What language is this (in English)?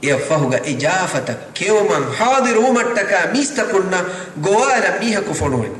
Divehi